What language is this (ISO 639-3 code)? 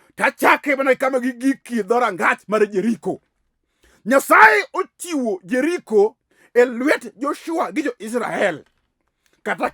luo